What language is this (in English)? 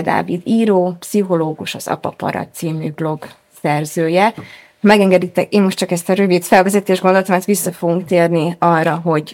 Hungarian